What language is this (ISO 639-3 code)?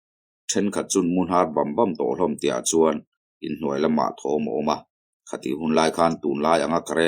lus